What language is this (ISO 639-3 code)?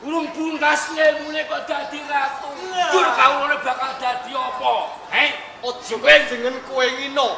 jav